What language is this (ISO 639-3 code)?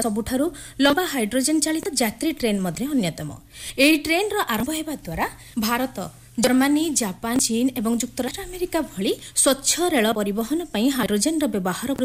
ori